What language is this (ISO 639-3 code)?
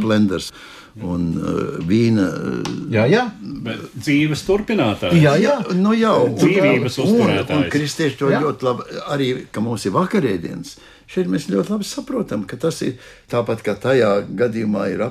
lav